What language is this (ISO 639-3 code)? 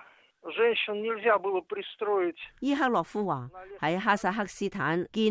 yue